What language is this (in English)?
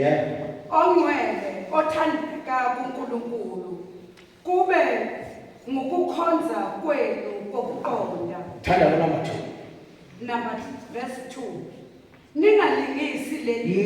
Zulu